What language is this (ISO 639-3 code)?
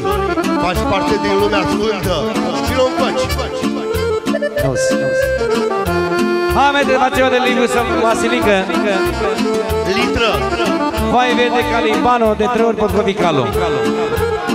ron